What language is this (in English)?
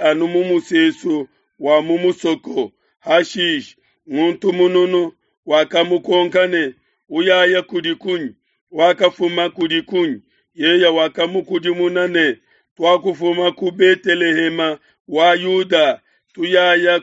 Luba-Lulua